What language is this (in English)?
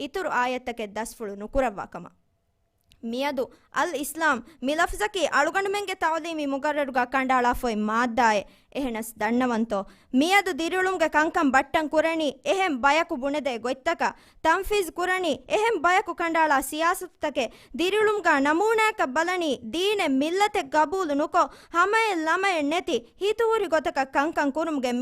Divehi